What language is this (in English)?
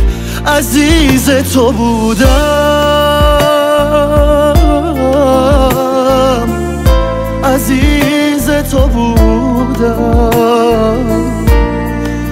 Persian